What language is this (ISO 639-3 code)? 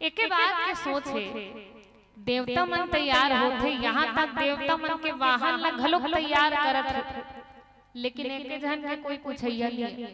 hne